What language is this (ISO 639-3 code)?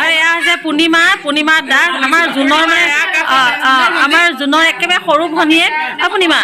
asm